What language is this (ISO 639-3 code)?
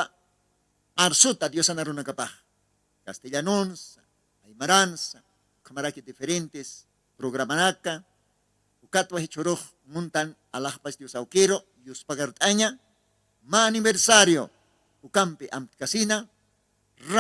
aym